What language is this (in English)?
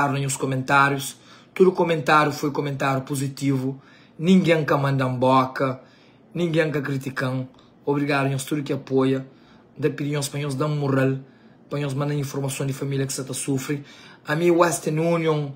Kabuverdianu